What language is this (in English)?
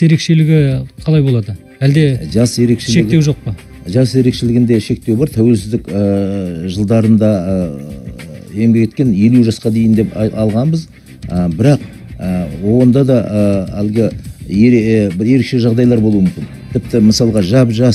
Kazakh